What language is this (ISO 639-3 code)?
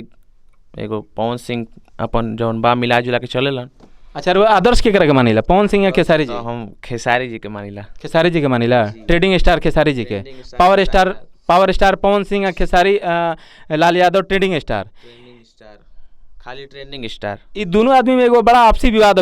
bho